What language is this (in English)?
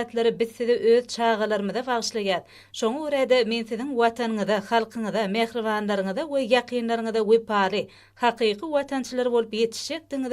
Turkmen